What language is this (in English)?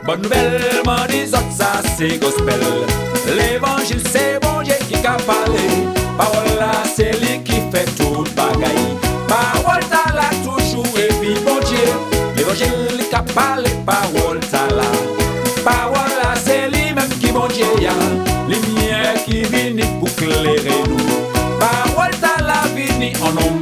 Guadeloupean Creole French